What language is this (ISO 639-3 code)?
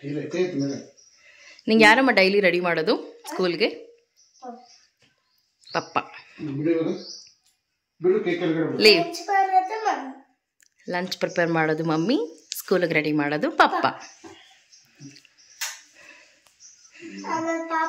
kan